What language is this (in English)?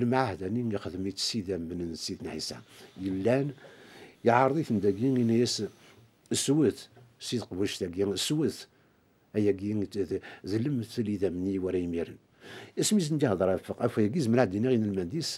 Kabyle